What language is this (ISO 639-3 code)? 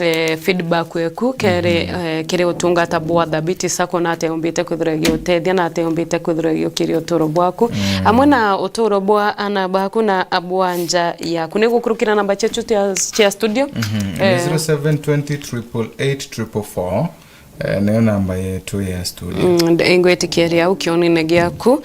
mer